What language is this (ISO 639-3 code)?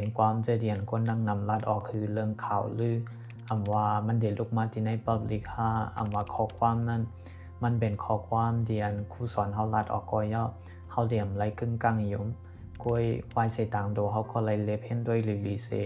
shn